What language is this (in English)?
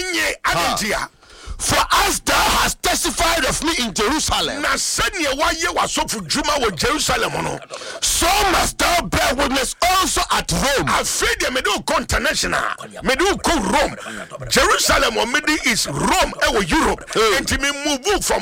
Akan